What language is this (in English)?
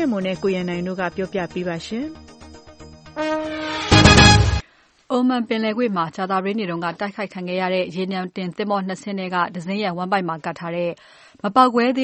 Burmese